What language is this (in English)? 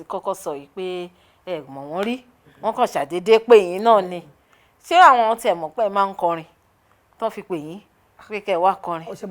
Yoruba